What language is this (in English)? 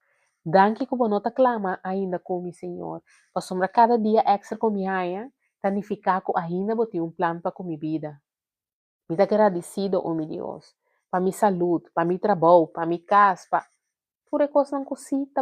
Papiamento